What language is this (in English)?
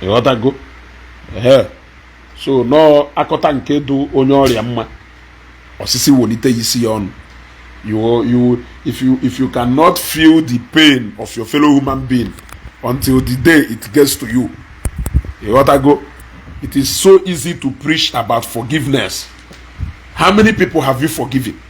Igbo